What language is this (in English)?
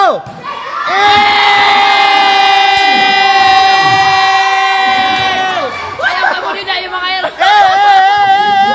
Waray